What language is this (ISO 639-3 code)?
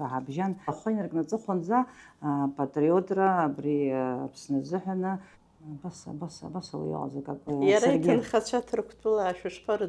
abk